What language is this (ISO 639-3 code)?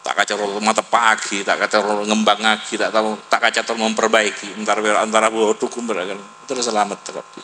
mad